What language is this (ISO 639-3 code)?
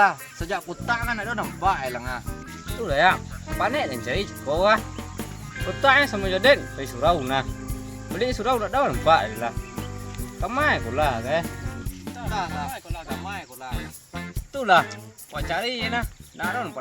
min